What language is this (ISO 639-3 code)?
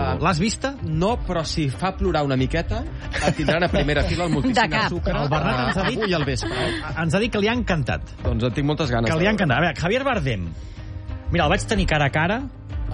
cat